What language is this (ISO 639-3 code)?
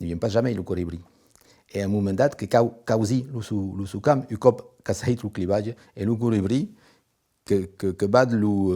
oci